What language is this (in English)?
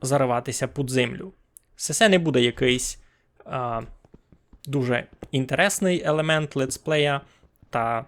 Rusyn